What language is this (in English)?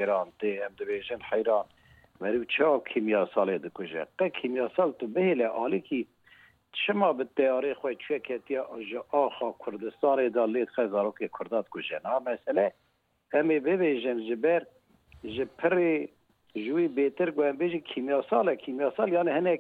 Kurdish